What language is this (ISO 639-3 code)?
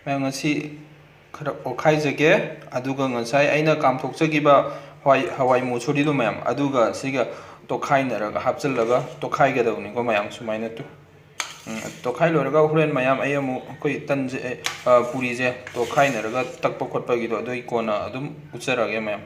mni